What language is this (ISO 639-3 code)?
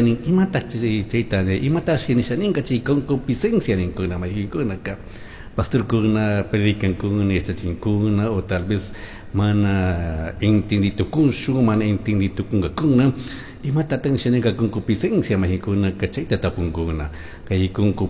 qug